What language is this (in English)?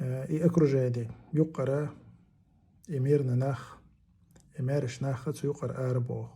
Chechen